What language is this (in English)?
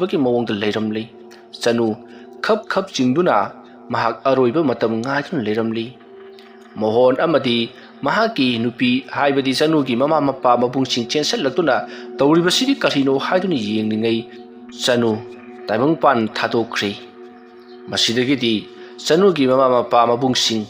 Manipuri